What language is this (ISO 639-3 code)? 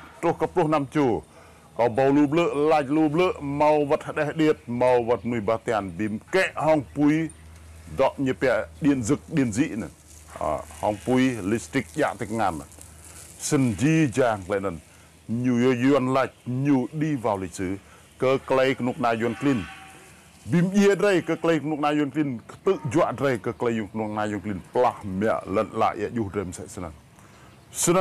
rad